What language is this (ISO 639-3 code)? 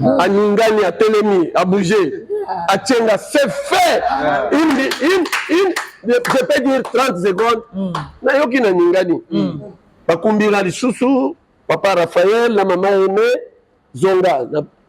lin